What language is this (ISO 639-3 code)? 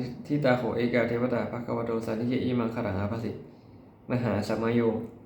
pli